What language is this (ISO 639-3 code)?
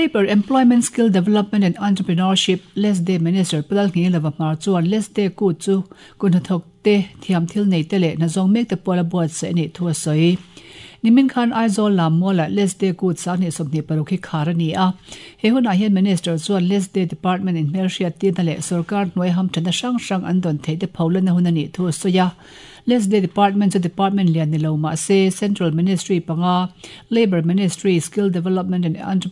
lus